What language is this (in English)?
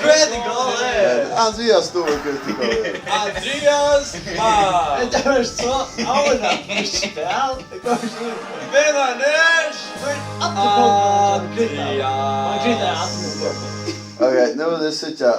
Faroese